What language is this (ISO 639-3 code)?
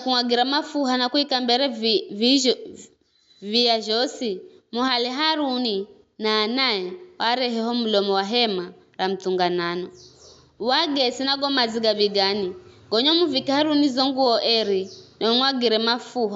nyf